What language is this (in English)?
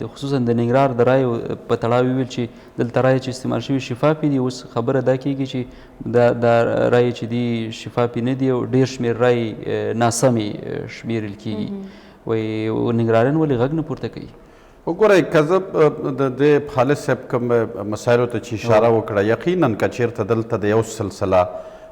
Pashto